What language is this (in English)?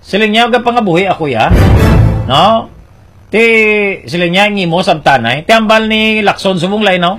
Hiligaynon